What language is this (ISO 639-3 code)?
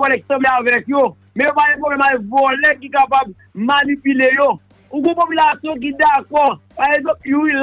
hat